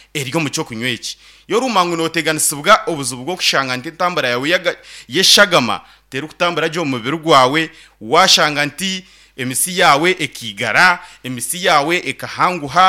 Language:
Nyankole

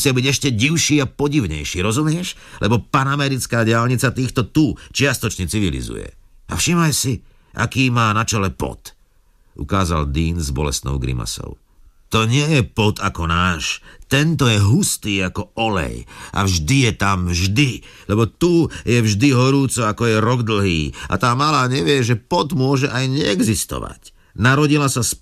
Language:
Slovak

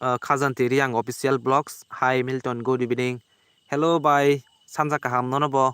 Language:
Kok Borok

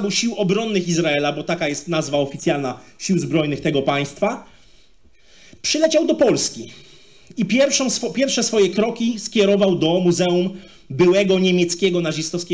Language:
Polish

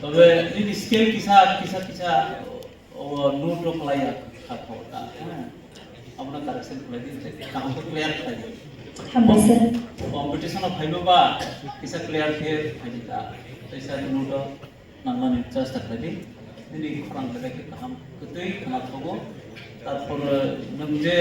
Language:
Kok Borok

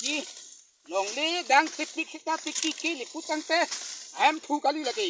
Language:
Karbi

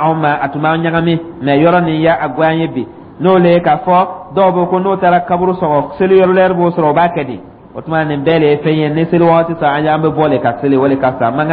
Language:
Dyula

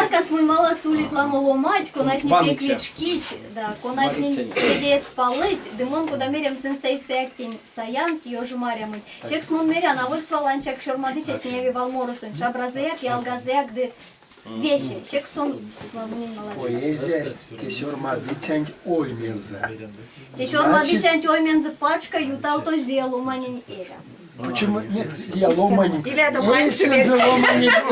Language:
Erzya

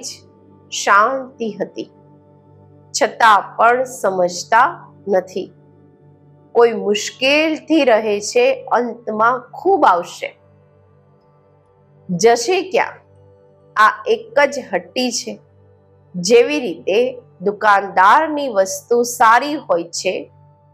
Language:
Gujarati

